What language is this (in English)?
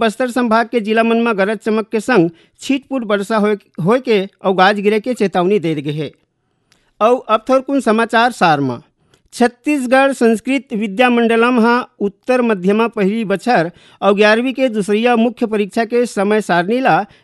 Chhattisgarhi